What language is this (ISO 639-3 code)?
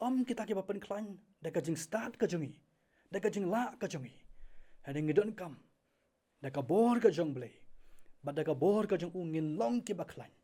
kha